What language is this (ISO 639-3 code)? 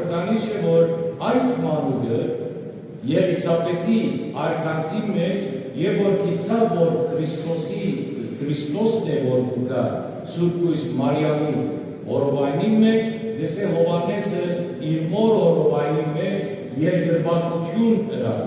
hyw